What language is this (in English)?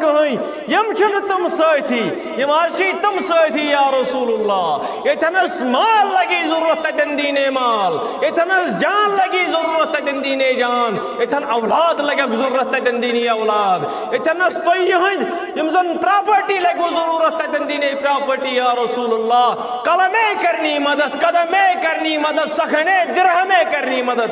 Kashmiri